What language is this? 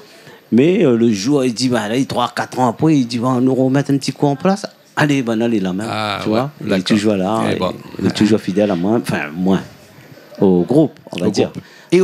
Réunion Creole French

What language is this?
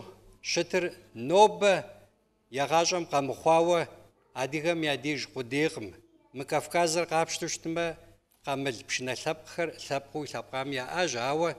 Kabardian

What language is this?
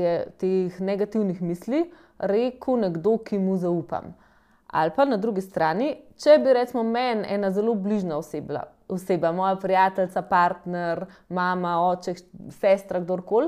Slovenian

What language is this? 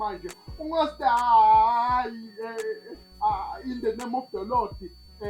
Zulu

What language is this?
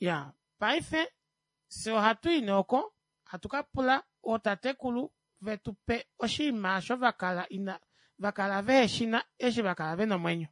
Kuanyama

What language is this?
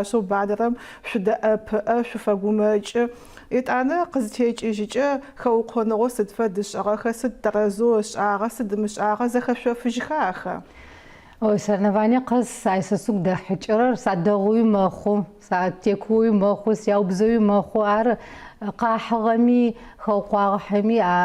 Adyghe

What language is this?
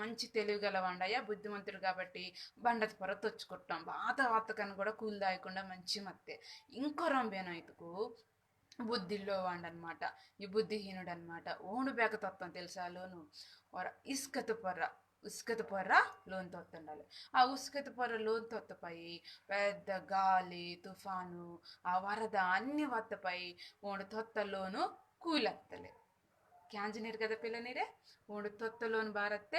Koya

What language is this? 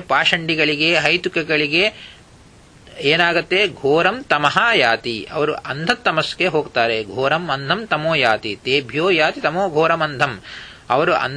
Kannada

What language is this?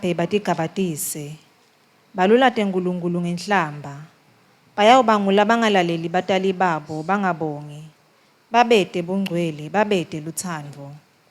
Swati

